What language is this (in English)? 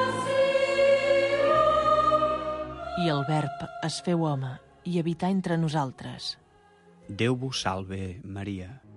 Catalan